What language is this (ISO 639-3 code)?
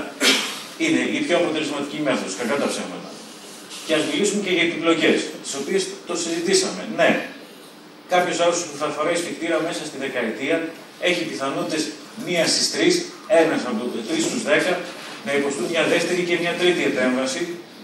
ell